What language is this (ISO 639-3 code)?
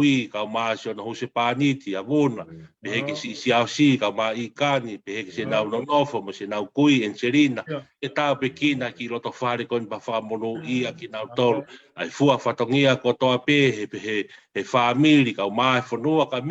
ton